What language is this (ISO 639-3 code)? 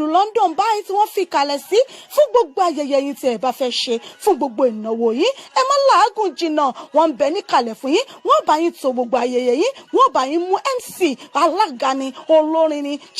yor